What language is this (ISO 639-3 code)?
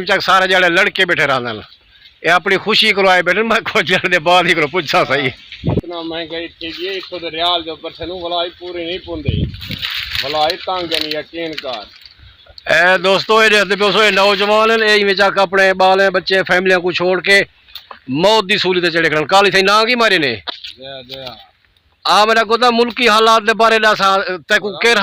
skr